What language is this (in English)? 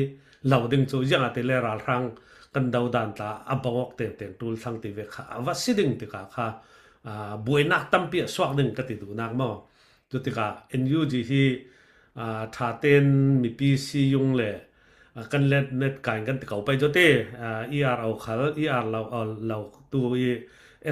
Falam Chin